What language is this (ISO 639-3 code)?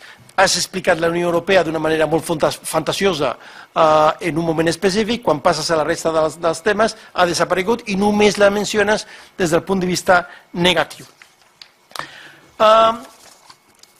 cat